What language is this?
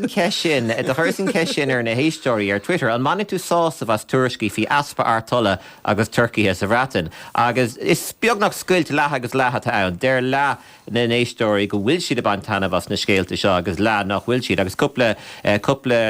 Irish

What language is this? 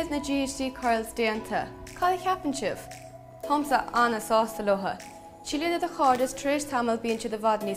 Irish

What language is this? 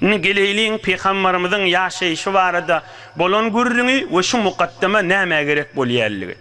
Turkmen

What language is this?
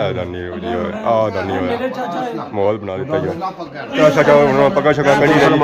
Pahari-Potwari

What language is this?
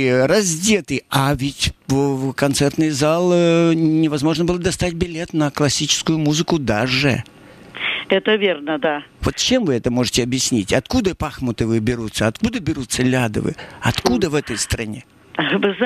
Russian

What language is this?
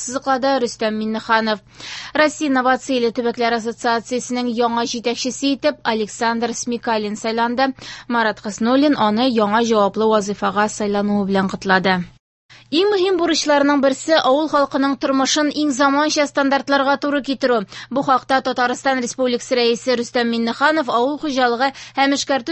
Tatar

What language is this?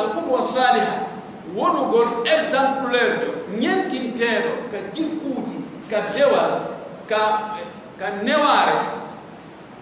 Pular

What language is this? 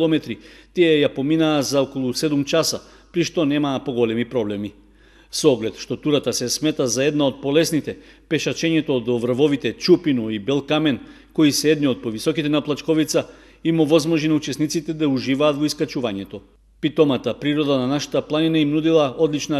Macedonian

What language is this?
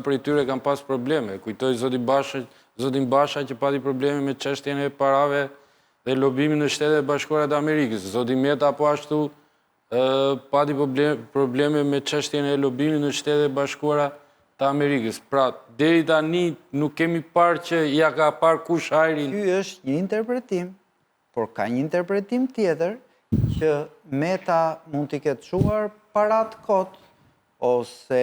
Albanian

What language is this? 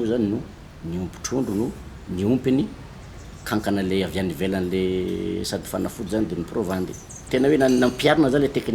Malagasy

